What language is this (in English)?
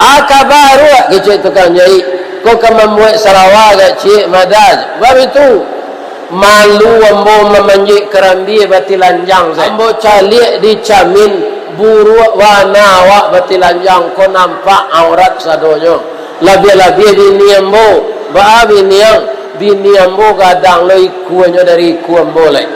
Minangkabau